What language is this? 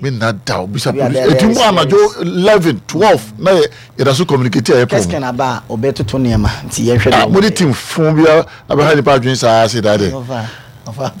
Akan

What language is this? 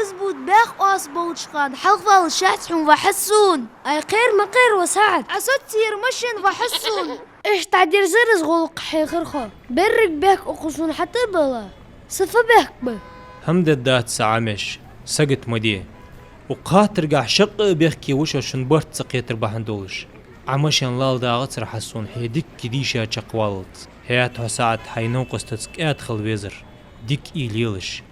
Ingush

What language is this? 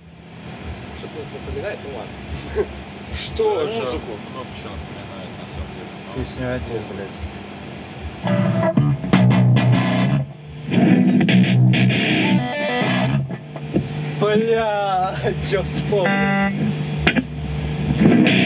Russian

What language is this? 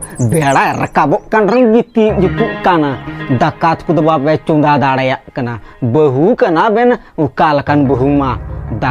Santali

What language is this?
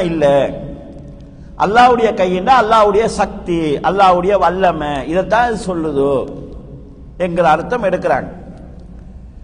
Tamil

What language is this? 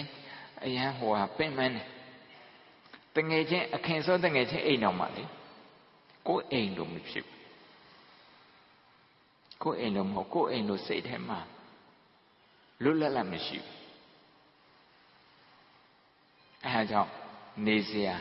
Burmese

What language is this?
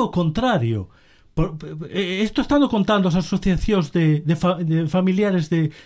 Galician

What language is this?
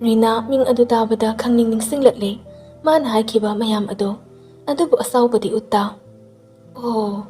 Manipuri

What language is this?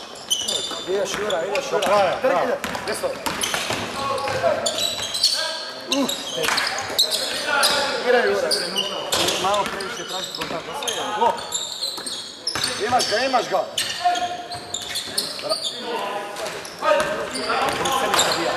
Croatian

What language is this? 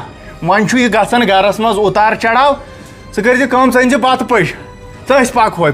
Kashmiri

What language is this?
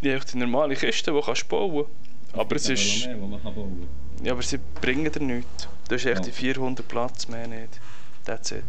Swiss German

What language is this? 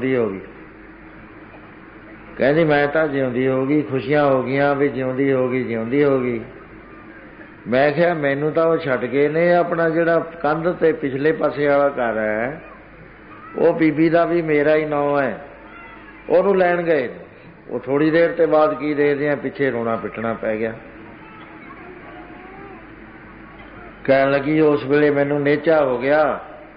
Punjabi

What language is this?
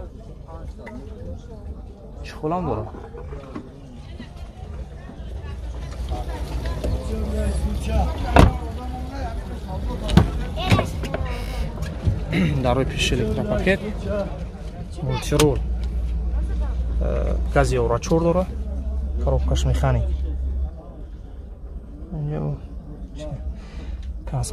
Tajik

